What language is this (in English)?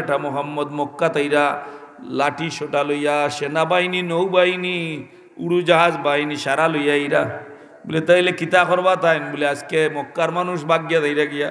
Sylheti